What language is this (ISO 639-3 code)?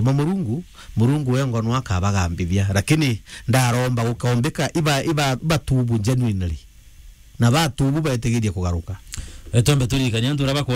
mer